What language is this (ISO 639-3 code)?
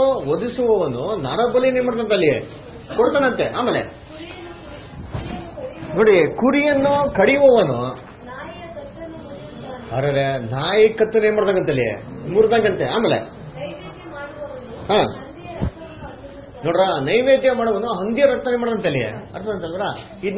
kan